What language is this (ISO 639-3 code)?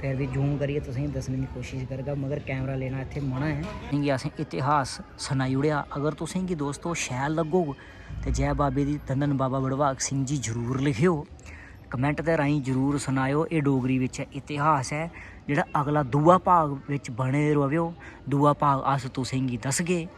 doi